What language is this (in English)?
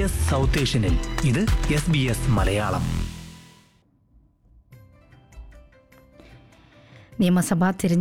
Malayalam